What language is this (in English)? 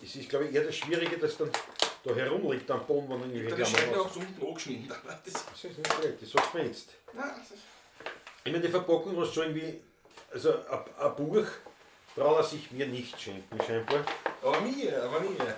Bavarian